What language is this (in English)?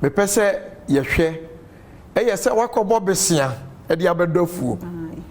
Akan